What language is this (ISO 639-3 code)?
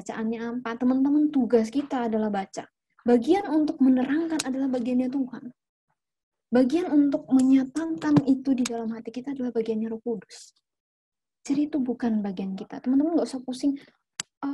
ind